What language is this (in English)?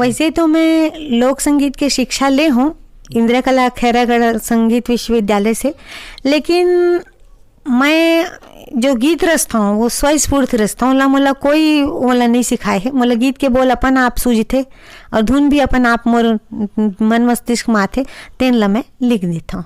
Chhattisgarhi